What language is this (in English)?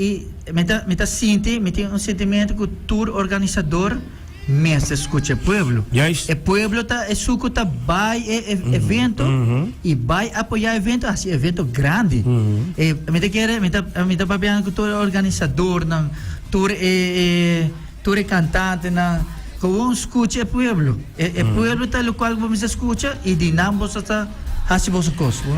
Papiamento